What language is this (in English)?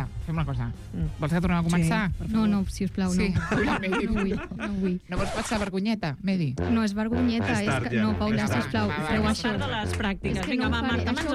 Catalan